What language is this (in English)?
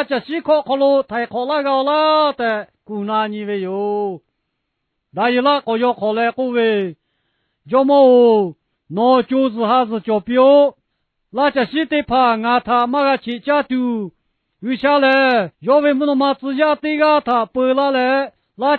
Lahu